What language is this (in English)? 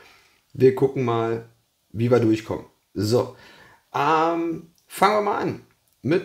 German